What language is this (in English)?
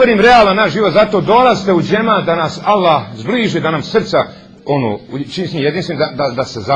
Bosnian